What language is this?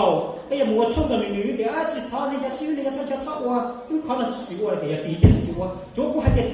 Hmong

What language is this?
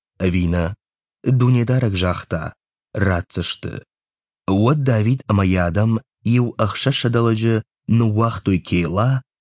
Ossetic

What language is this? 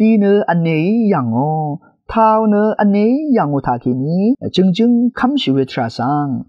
Rawang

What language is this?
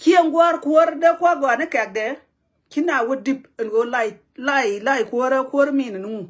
Nuer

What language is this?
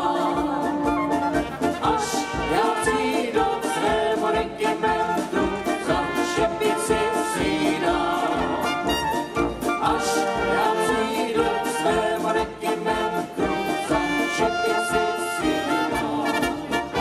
Czech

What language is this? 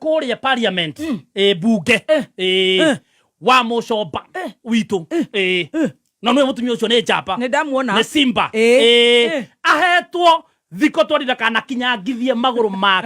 Kikuyu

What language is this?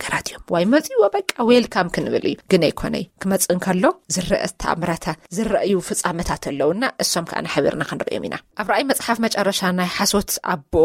Tigrinya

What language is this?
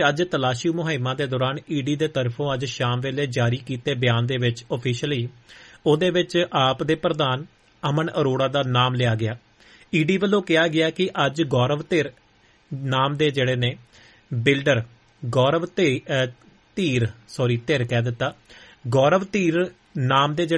Punjabi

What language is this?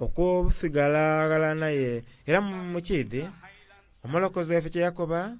Soga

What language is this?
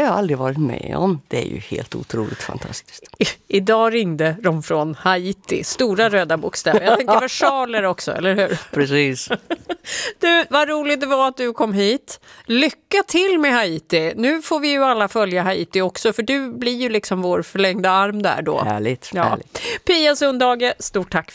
Swedish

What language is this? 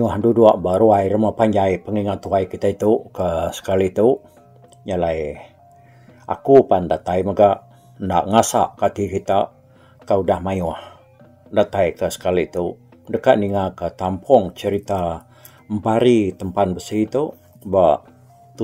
Iban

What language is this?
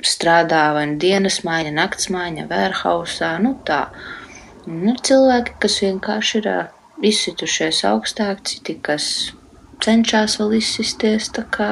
Latvian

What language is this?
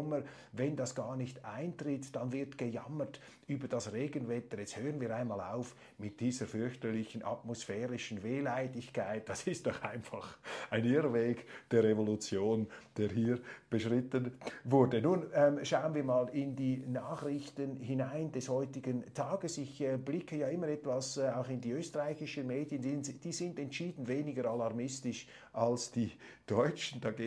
German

